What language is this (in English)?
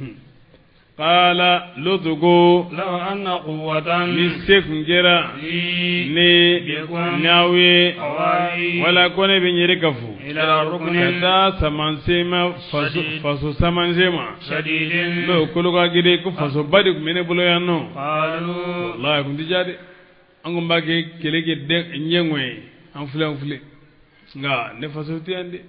Bambara